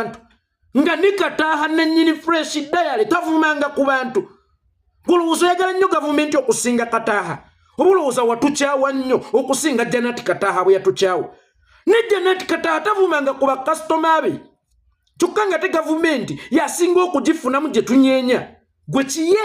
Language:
Ganda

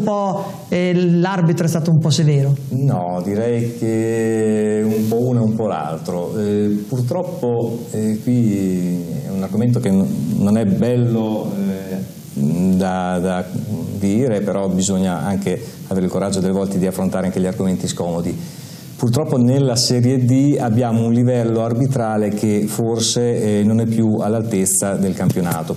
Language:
Italian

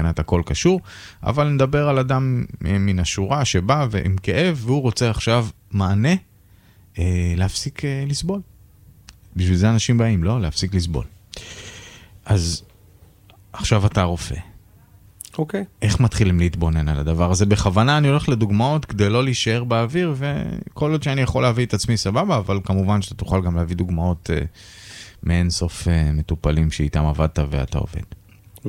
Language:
Hebrew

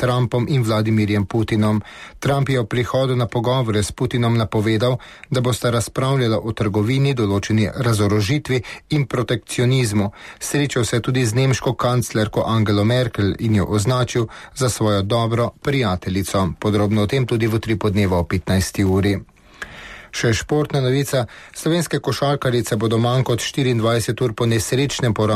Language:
Slovenian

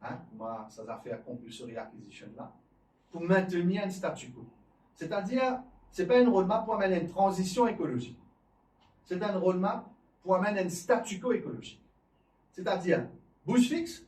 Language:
Morisyen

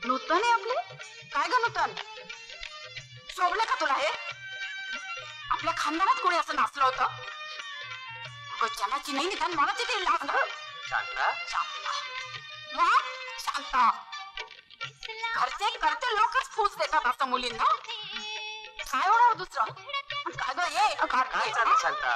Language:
Marathi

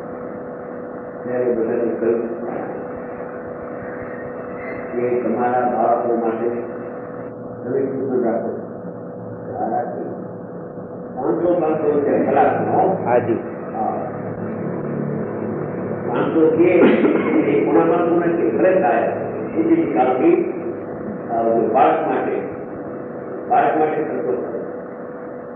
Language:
Gujarati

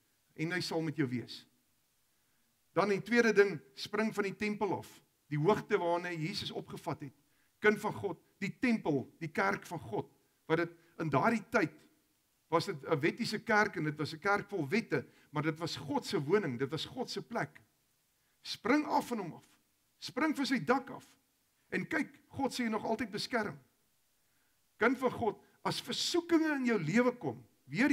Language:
Afrikaans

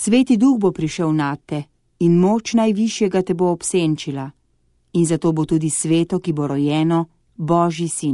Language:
Slovenian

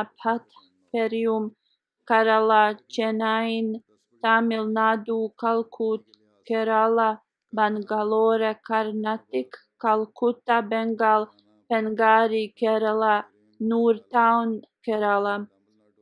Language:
Bosnian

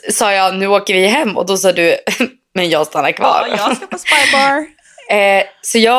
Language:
Swedish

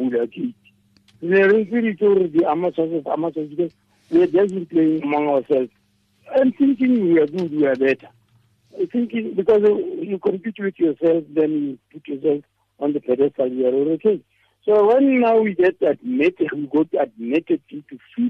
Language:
Tswana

